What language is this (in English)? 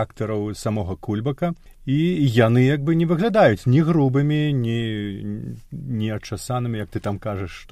Belarusian